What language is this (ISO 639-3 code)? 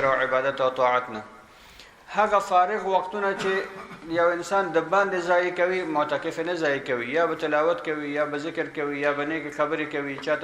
pus